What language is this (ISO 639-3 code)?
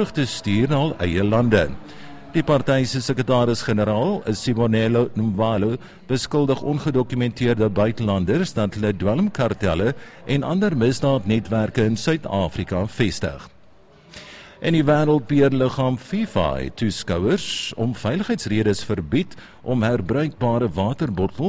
afr